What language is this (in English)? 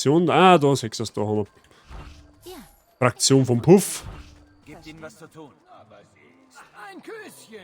Bavarian